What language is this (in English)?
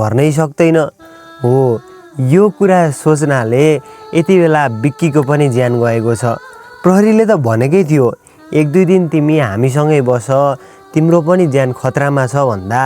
Nepali